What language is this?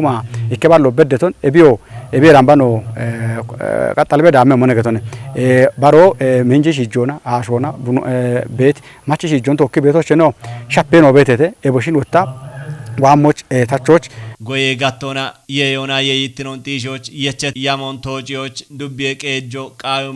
Kafa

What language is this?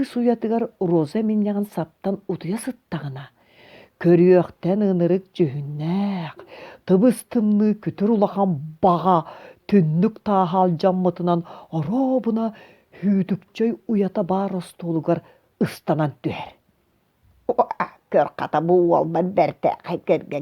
Yakut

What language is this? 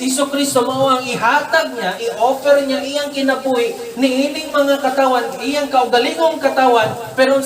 Cebuano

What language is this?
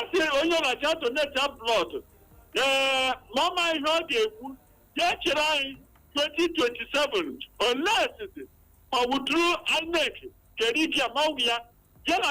Igbo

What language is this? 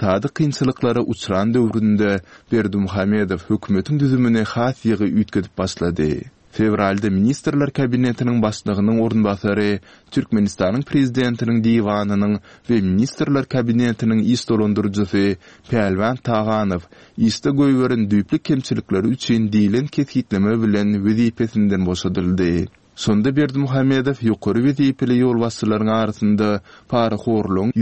Turkmen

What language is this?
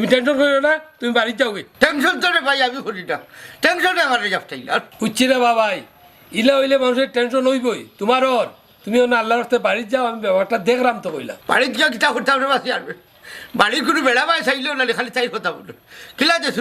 Sylheti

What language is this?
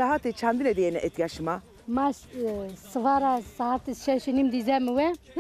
Zaza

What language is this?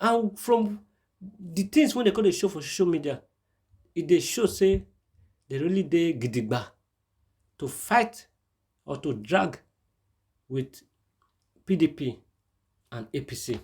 Nigerian Pidgin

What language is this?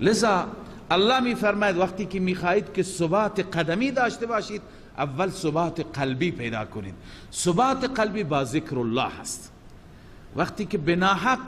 Persian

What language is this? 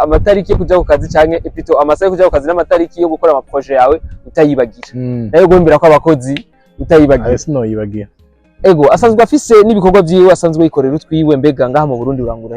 Rundi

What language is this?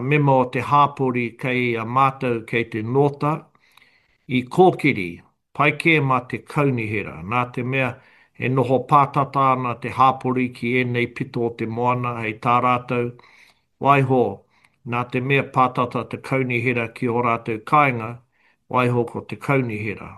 Māori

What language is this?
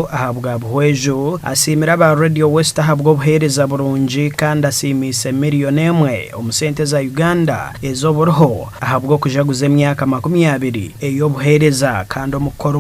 Nyankole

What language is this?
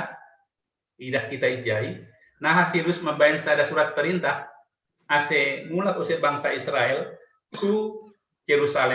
Batak Simalungun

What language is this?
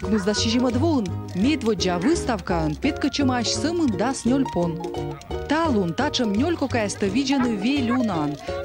Komi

